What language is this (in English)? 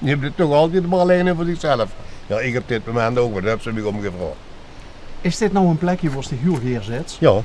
Limburgish